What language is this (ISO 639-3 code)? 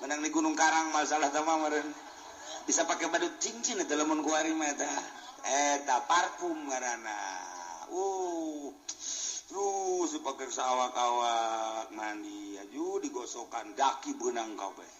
sun